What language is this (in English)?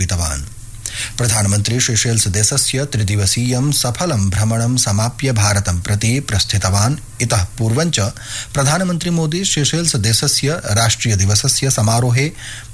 Sanskrit